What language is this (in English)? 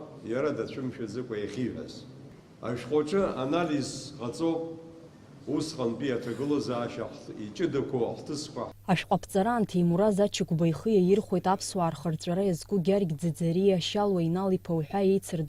Abkhazian